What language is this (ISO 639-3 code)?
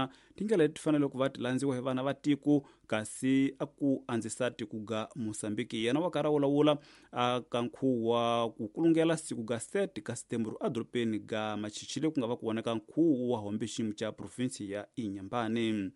tso